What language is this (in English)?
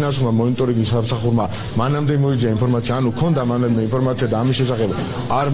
Georgian